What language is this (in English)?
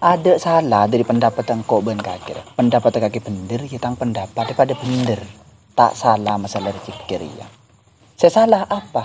Madurese